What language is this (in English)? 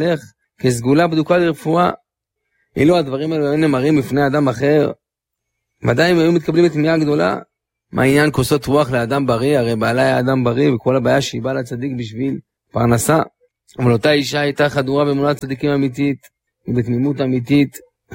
Hebrew